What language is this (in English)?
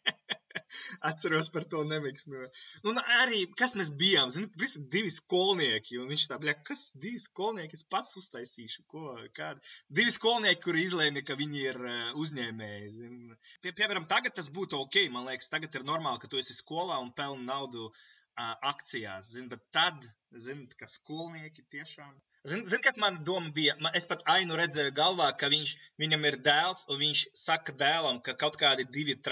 Latvian